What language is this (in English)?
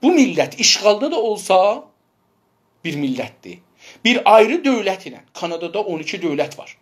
South Azerbaijani